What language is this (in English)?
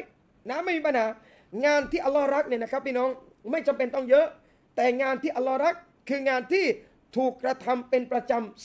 Thai